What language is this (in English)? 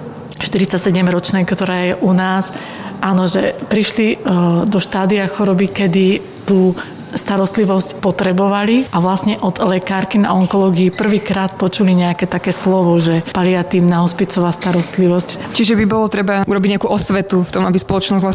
Slovak